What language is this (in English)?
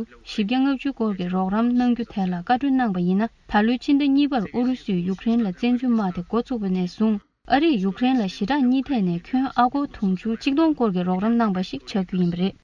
Tibetan